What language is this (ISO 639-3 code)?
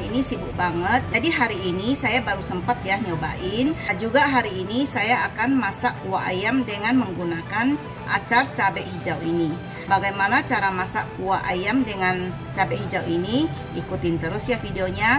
ind